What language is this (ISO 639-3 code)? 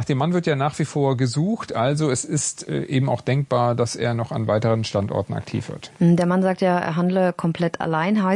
deu